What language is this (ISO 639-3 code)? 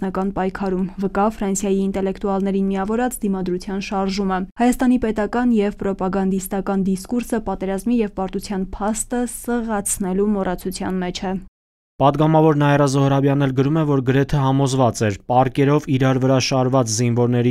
hye